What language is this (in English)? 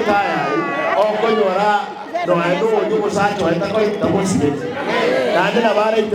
Gusii